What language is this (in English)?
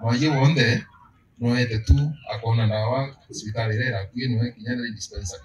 Meru